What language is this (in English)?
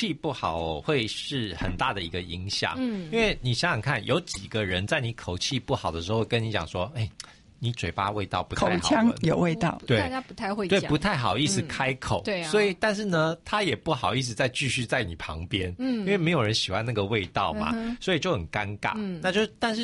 Chinese